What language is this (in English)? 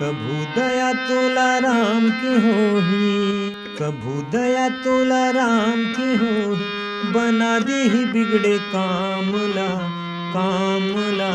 Chhattisgarhi